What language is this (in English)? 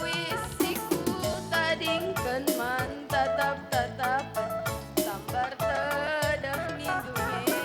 Batak Karo